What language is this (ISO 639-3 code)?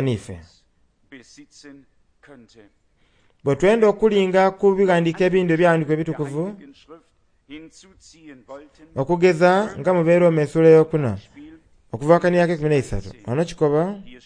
xog